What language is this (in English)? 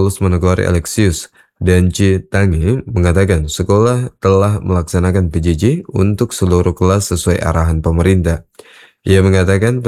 Indonesian